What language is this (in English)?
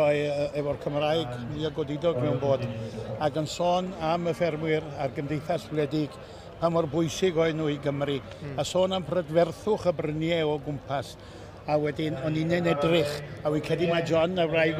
Welsh